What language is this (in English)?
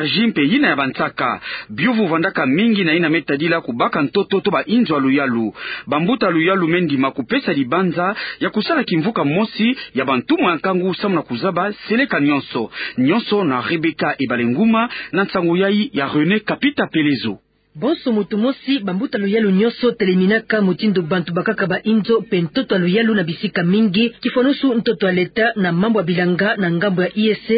Kituba (Democratic Republic of Congo)